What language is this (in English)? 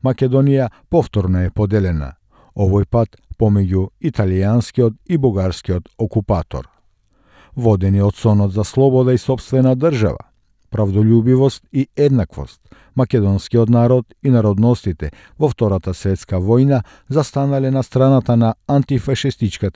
Macedonian